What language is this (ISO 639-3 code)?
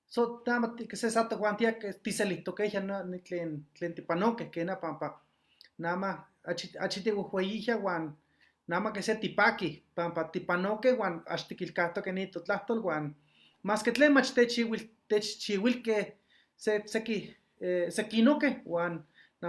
nhe